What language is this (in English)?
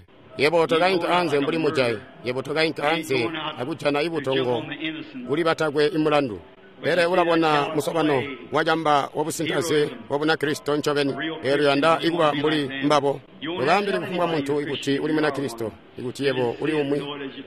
Tonga (Zambia)